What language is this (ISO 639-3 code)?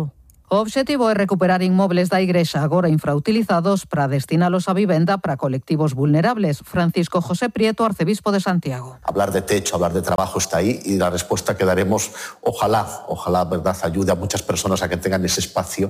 glg